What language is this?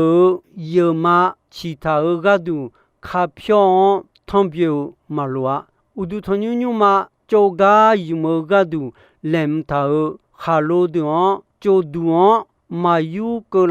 Akha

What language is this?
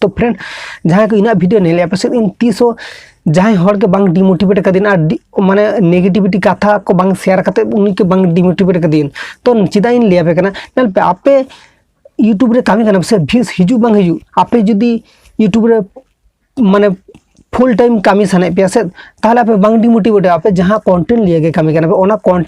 Santali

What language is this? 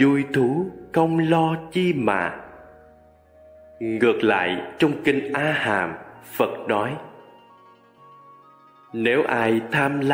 Vietnamese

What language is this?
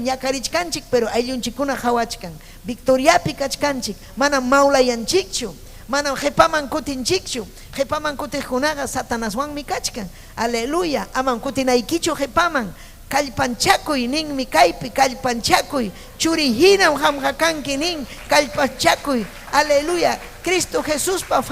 Ayacucho Quechua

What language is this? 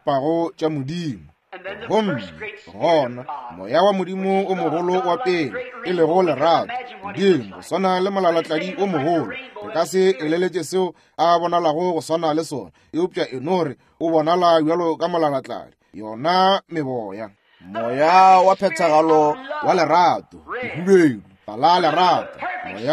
Northern Sotho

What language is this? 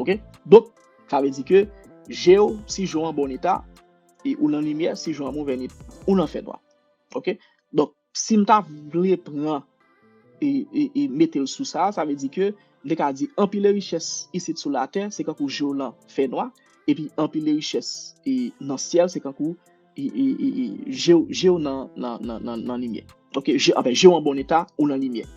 Haitian Creole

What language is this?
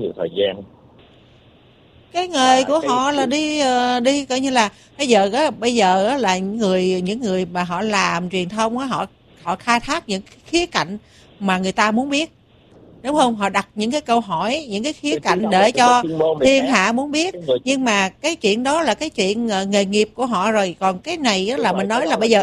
Vietnamese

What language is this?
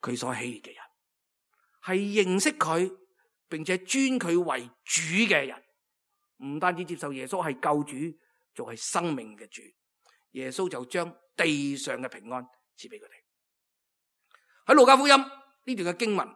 Cantonese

